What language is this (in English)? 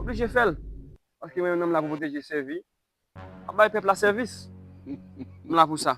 Haitian Creole